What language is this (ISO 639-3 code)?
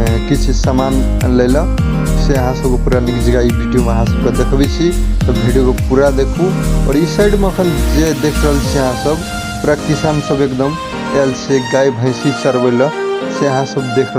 mai